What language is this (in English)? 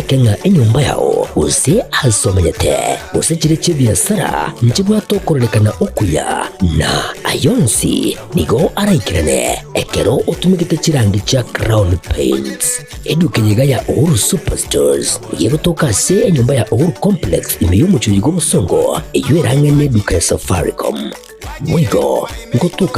Gusii